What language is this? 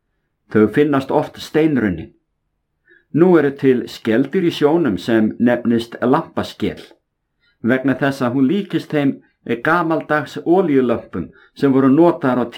Icelandic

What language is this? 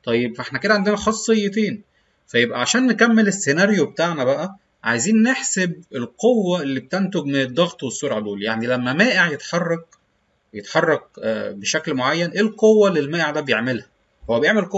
Egyptian Arabic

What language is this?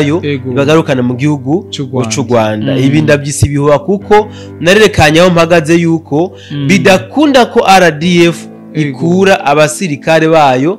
Rundi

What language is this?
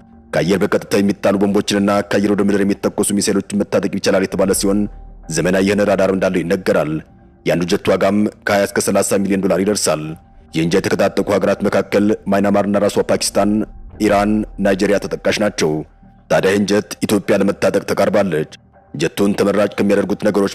Amharic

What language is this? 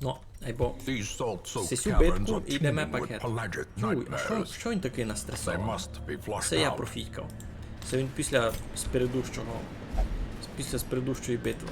Rusyn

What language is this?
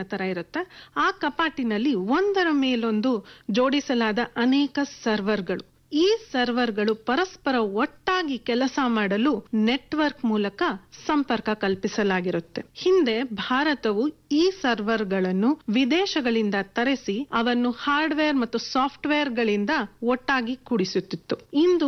Kannada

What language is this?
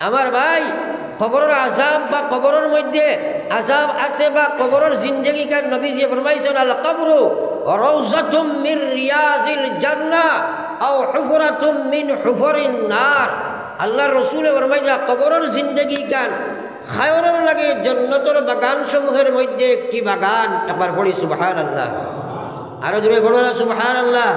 Sylheti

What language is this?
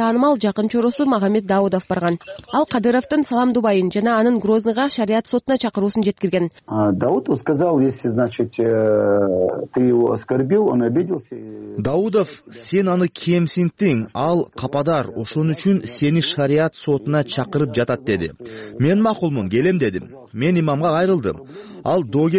Kyrgyz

